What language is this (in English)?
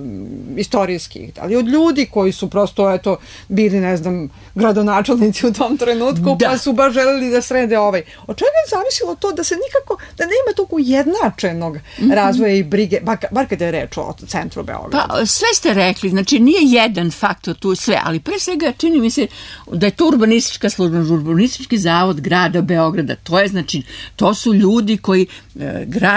Serbian